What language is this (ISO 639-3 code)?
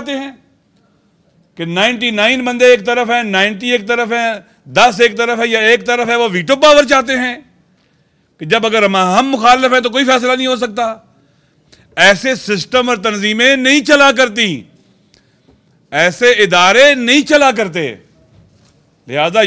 urd